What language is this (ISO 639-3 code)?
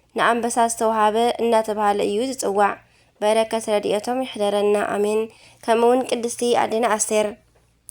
tir